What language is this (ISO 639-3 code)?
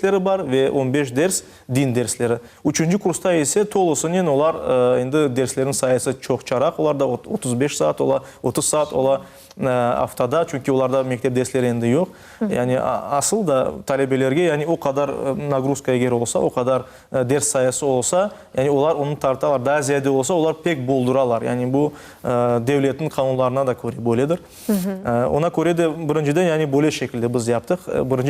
crh